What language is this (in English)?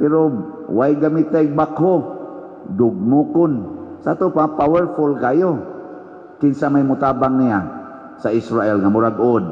Cebuano